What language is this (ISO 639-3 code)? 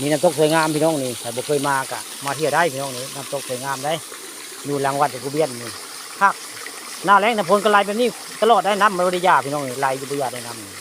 tts